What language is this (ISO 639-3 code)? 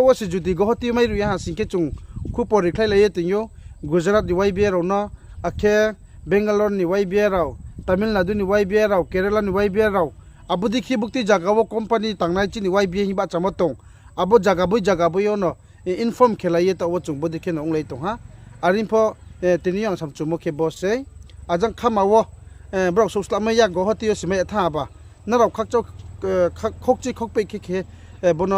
ria